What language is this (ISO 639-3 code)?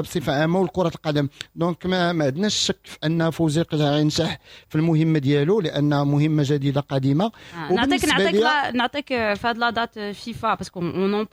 ary